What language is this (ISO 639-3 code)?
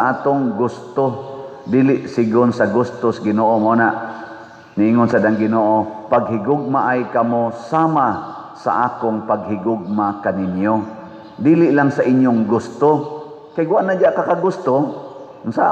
ceb